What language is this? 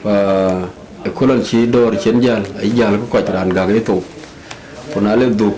Dinka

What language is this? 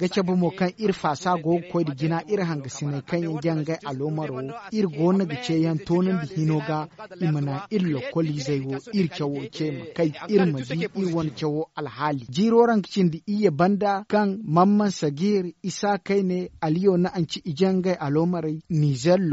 Zarma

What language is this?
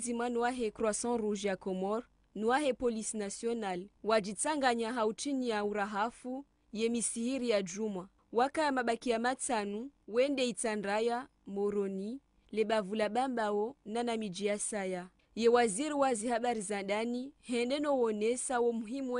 Ngazidja Comorian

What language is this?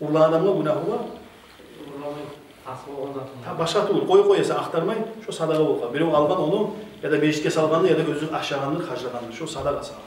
Kumyk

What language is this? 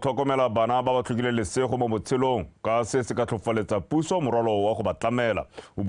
Tswana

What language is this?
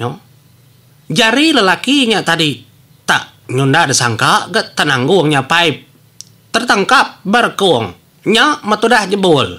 Iban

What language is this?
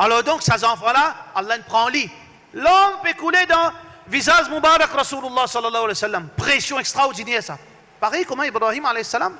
Morisyen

